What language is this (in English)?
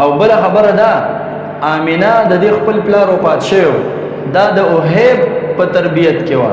Pashto